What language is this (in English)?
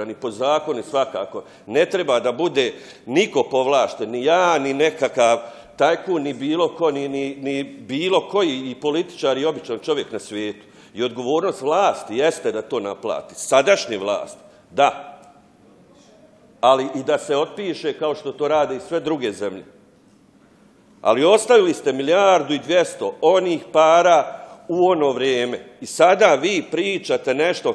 Bosnian